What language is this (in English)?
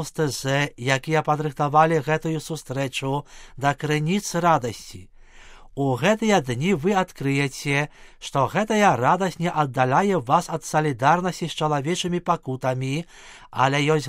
Belarusian